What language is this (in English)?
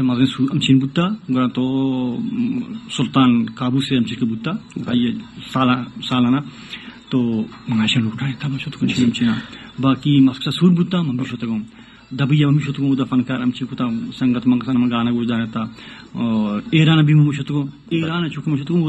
Baluchi